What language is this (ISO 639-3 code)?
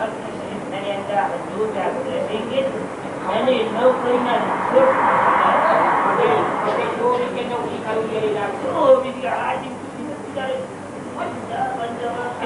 brh